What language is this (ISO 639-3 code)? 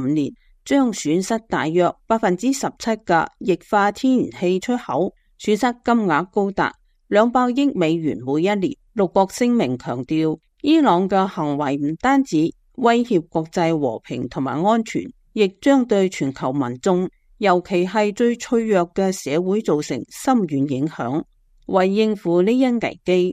yue